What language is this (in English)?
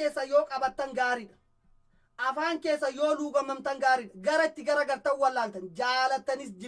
Oromo